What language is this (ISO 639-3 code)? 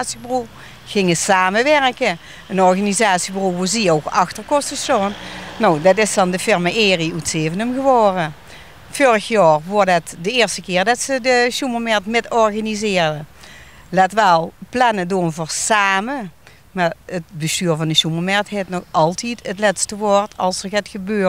lim